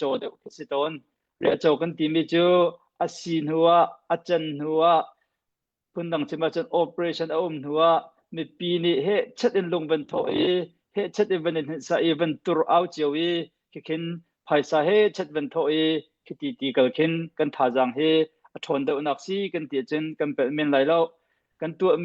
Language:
Hakha Chin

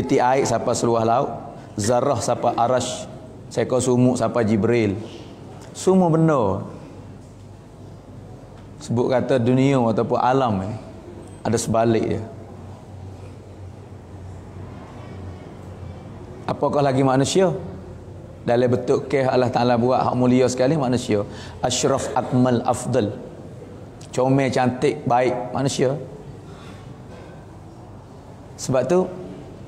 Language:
Malay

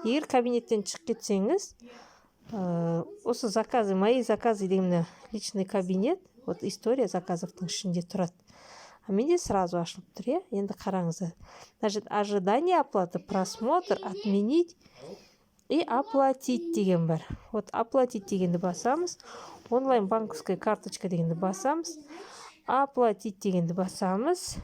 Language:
Kazakh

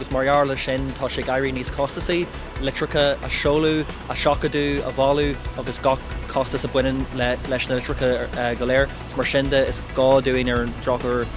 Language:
Irish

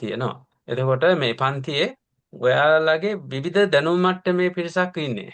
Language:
Sinhala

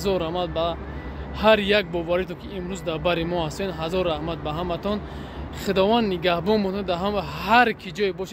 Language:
Tajik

